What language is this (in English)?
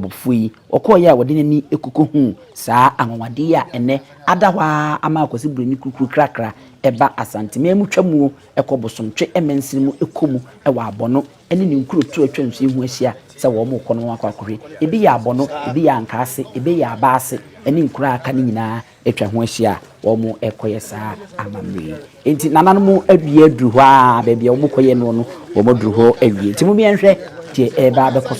Akan